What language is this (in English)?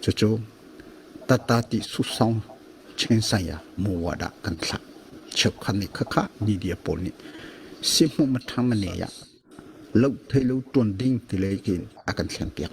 Hakha Chin